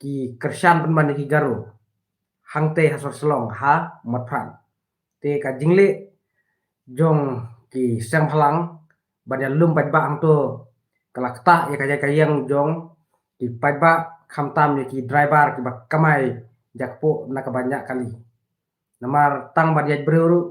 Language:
Khasi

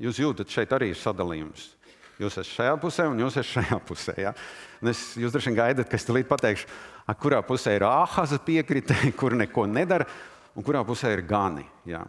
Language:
Latvian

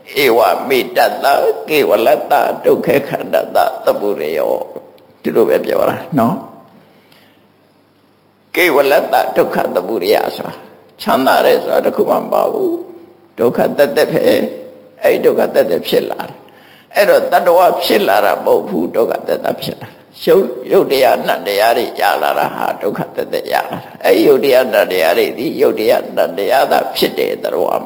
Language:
Burmese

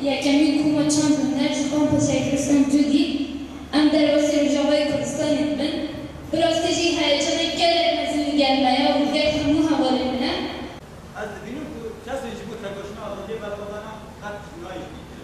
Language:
Kurdish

